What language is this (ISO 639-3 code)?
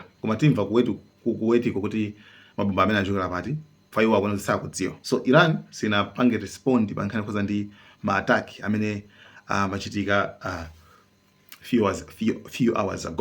nya